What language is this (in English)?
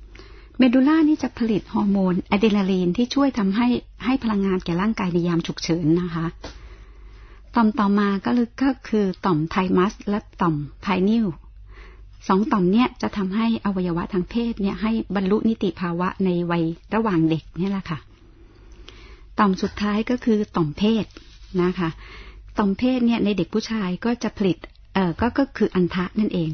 Thai